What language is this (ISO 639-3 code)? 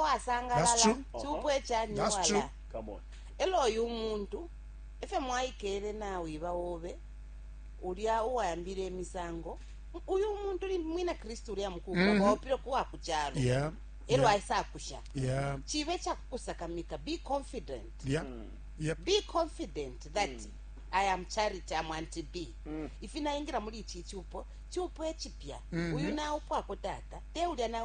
bem